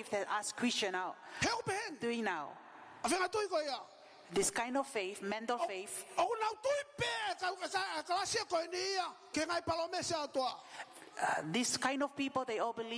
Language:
Tongan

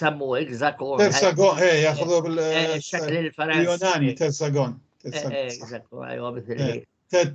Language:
North Levantine Arabic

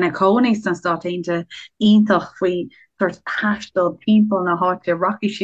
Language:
Irish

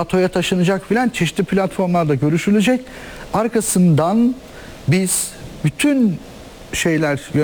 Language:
Turkish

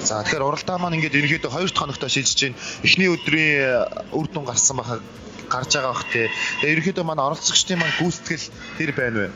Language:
Mongolian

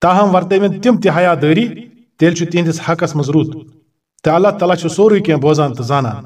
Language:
Kashmiri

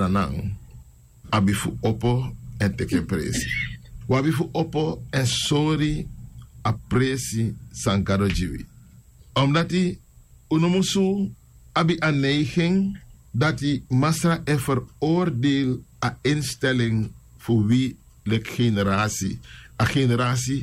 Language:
Sranan Tongo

